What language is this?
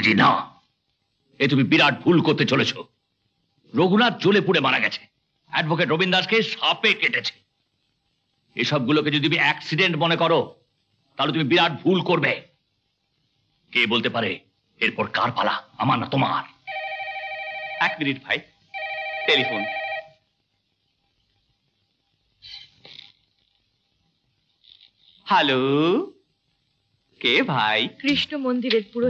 Bangla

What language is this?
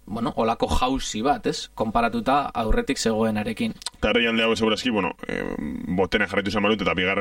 Basque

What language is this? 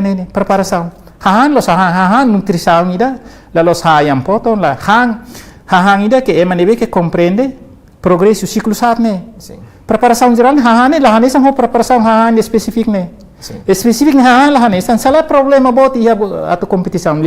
Tetum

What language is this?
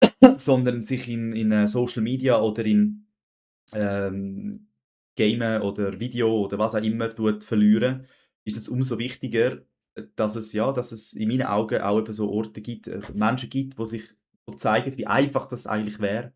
Swiss German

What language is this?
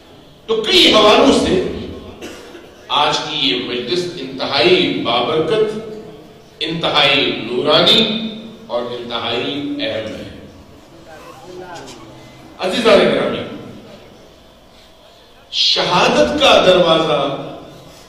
Urdu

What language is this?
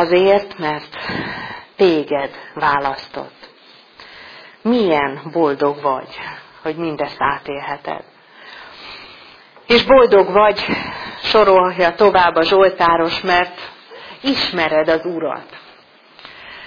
Hungarian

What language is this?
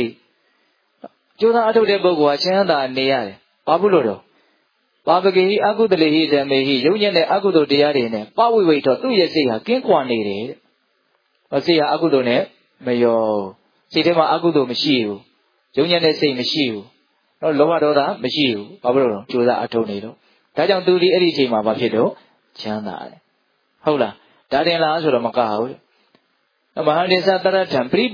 Burmese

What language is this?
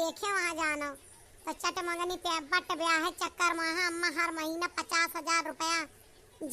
Awadhi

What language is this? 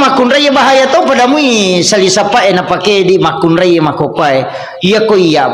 Buginese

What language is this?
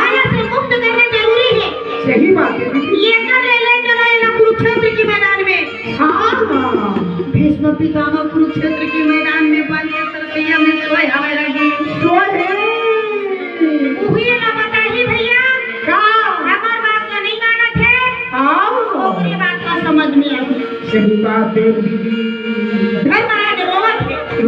Chhattisgarhi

